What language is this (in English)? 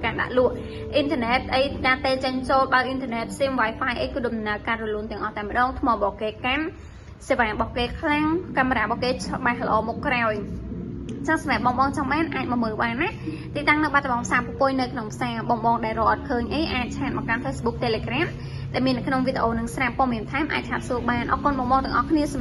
Khmer